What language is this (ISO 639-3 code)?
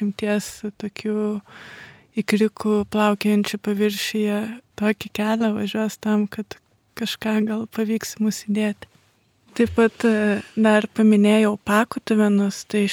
lit